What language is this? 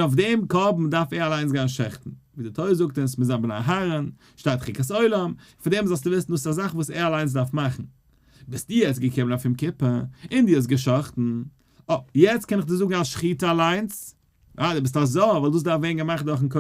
Yiddish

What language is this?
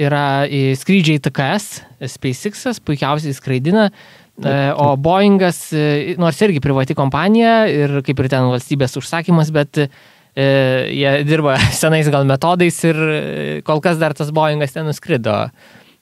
Lithuanian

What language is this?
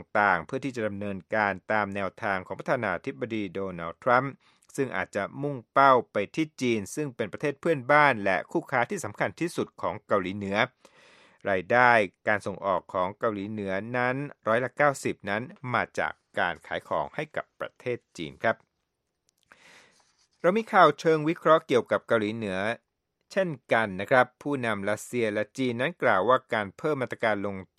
Thai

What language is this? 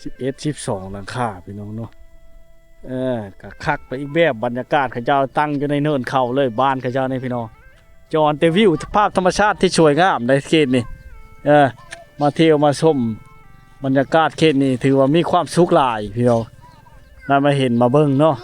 Lao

